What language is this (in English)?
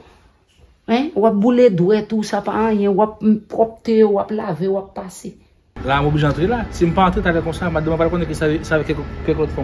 Haitian Creole